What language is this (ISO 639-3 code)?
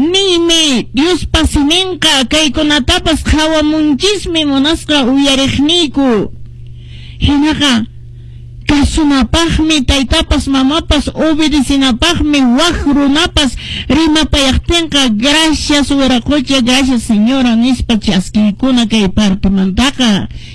que